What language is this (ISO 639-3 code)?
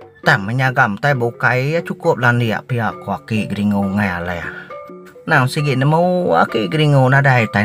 iba